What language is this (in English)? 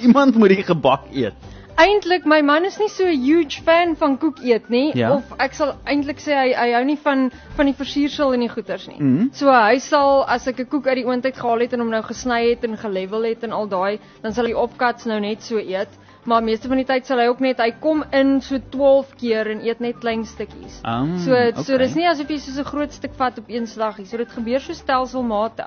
Afrikaans